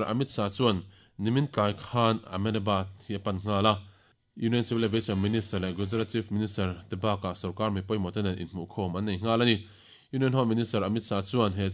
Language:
Mizo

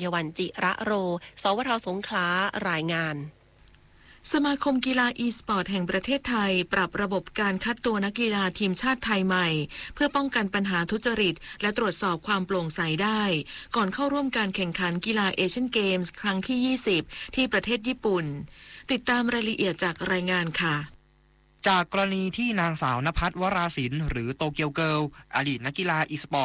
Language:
Thai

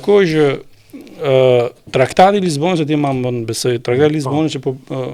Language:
Albanian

